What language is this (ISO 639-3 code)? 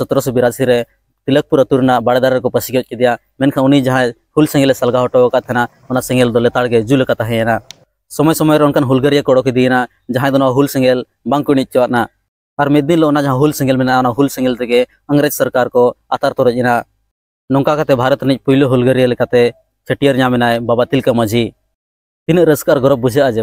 sat